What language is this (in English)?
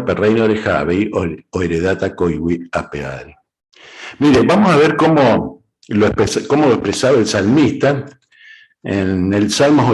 Guarani